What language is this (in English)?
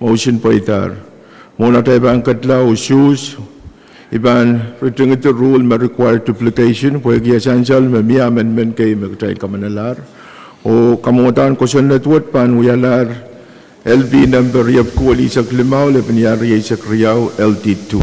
Pohnpeian